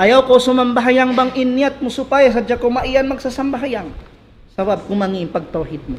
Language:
Tausug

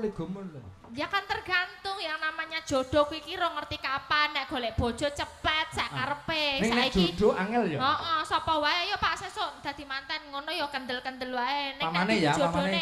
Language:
Javanese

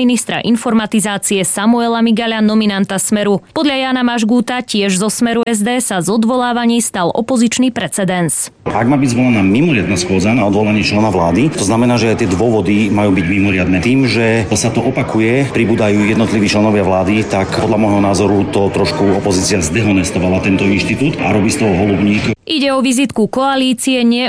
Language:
Slovak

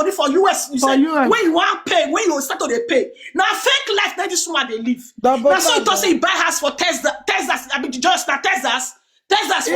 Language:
Nigerian Pidgin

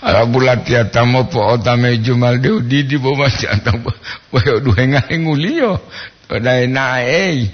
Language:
Gorontalo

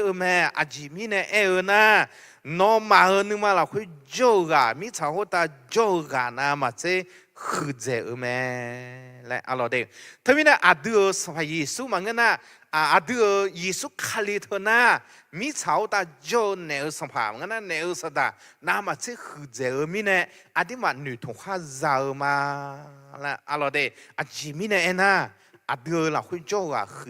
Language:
Akha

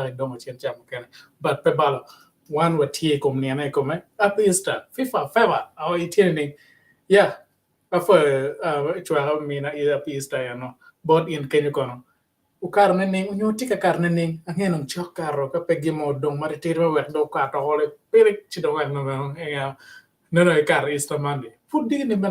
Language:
Acoli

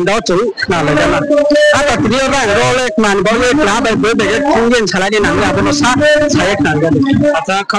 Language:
Riang (India)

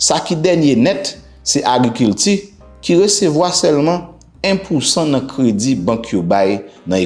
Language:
Haitian Creole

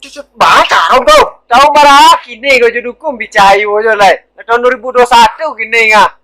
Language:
Minangkabau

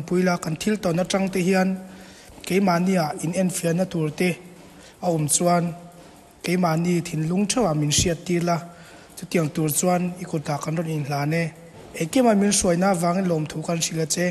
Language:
Mizo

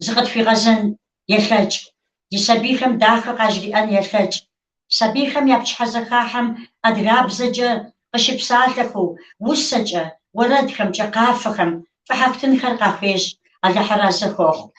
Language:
Kabardian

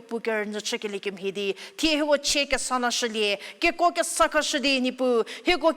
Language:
Angami Naga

